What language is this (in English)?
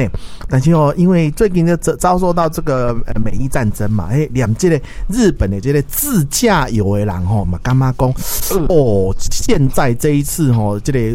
Min Nan Chinese